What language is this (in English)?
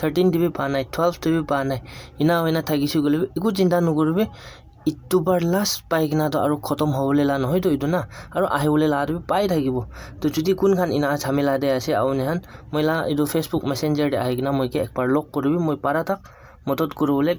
Naga Pidgin